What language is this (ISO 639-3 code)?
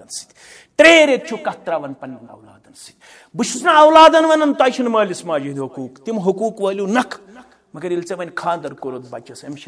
kas